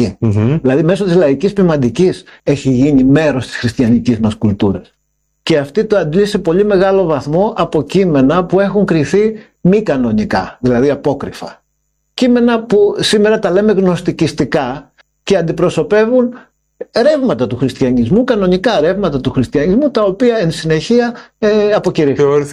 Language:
Greek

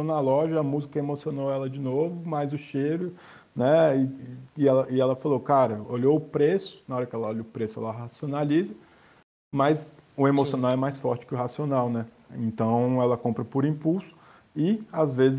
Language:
Portuguese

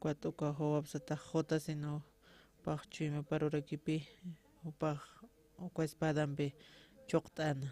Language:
Aymara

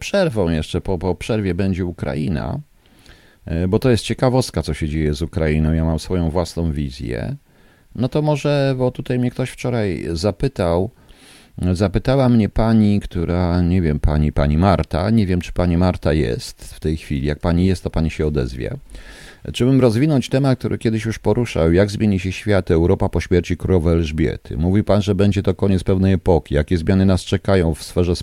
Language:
Polish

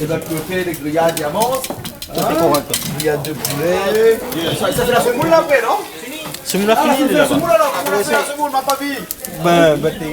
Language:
Réunion Creole French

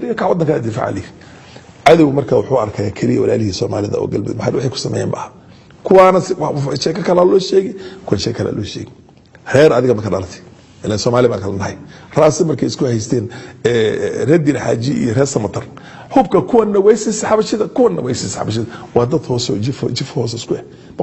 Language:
Somali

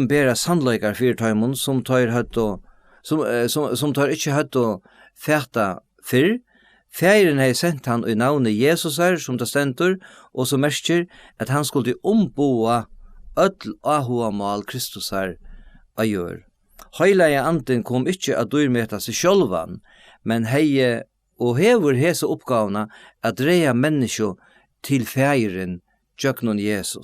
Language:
Faroese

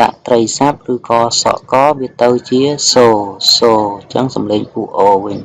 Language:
Khmer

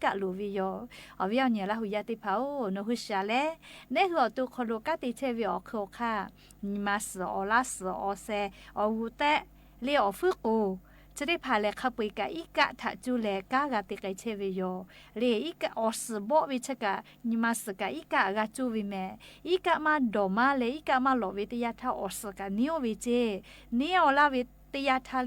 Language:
Lahu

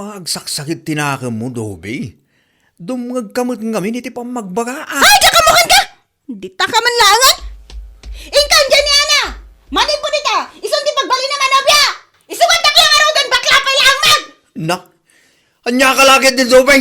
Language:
Iloko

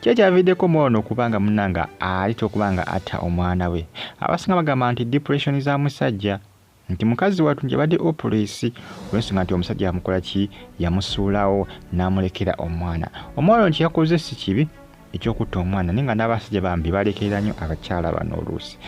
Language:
Ganda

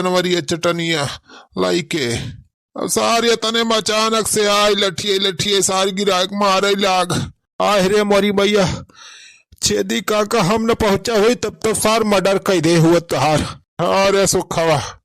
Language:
Awadhi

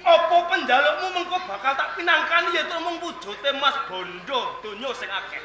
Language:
Javanese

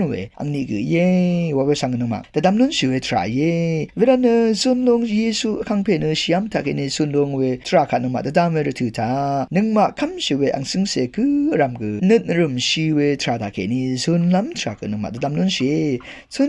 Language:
Rawang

